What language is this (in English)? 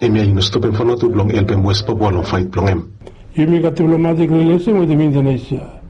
Bislama